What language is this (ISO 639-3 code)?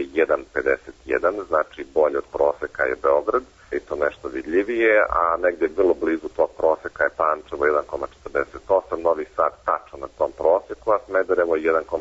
srp